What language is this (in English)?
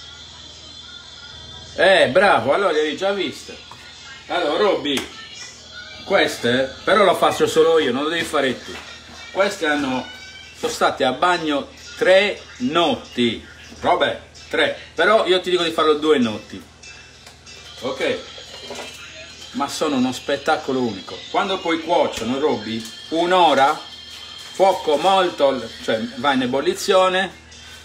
Italian